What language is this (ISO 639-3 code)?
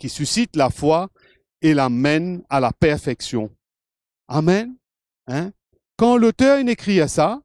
mfe